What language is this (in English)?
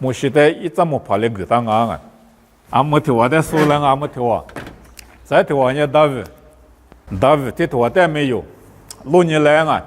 Lisu